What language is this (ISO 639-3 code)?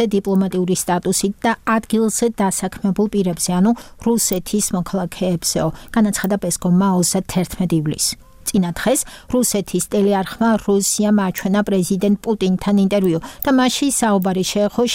kat